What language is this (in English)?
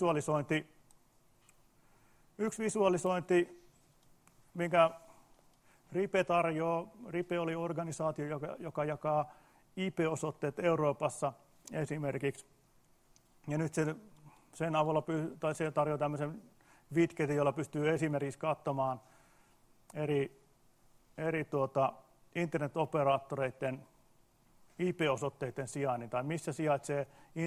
Finnish